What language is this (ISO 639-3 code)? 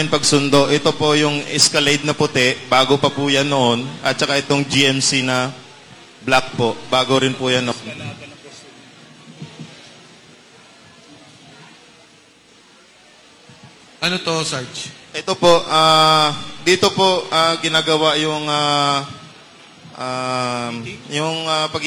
fil